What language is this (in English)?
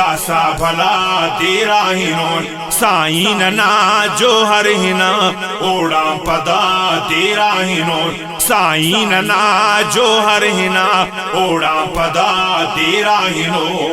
Brahui